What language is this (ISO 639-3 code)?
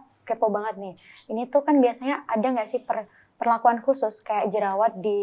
ind